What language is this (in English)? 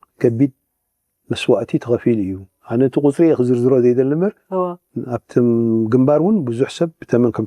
Tigrinya